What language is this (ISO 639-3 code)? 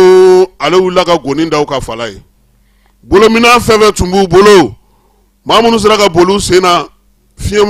bam